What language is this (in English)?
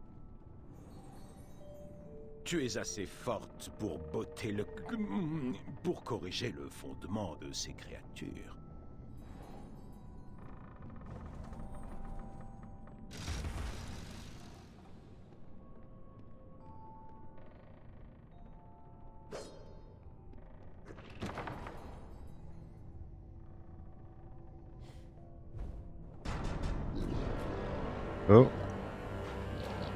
French